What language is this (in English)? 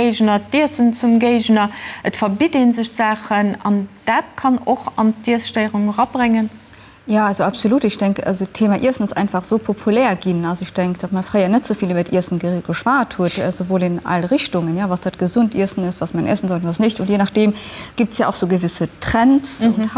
Luxembourgish